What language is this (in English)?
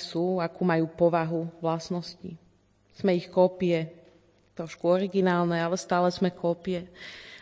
Slovak